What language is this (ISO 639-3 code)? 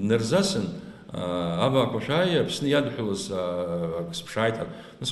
abk